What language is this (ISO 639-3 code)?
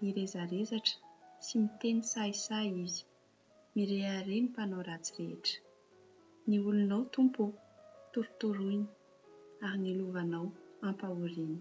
mlg